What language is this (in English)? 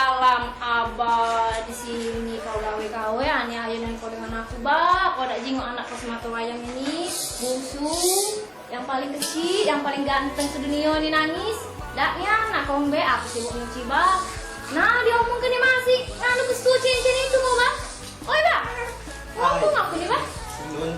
Musi